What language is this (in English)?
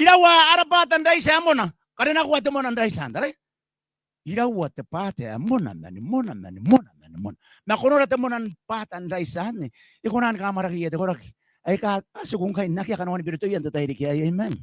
Gilbertese